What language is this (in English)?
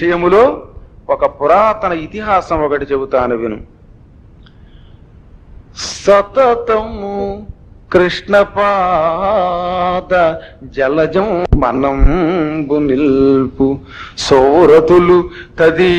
Telugu